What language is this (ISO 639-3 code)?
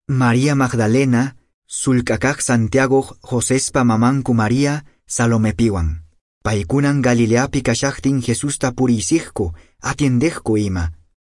que